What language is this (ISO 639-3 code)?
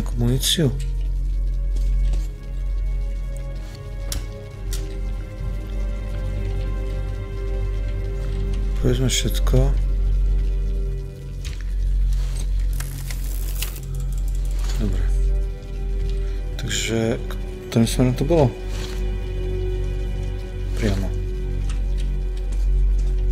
slk